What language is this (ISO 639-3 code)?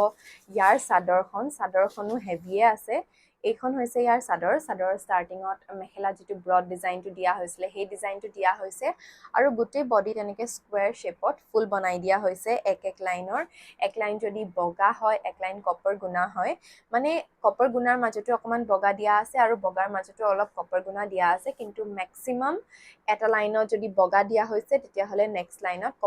asm